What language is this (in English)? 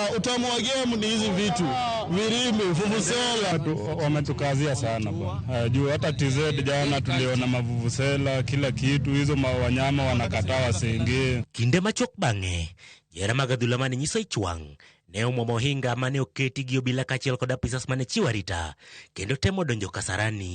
Luo (Kenya and Tanzania)